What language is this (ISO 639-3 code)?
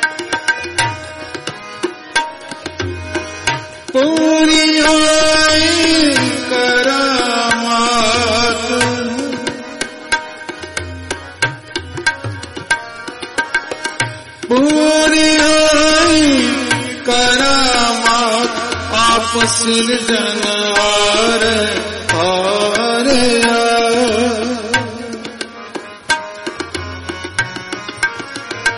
pan